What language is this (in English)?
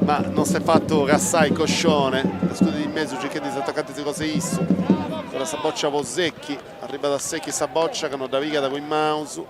Sardinian